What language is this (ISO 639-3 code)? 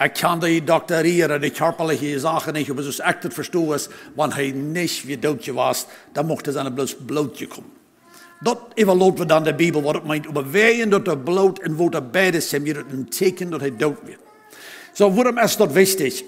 pdt